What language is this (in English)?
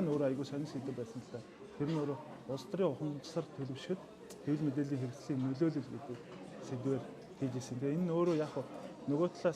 Mongolian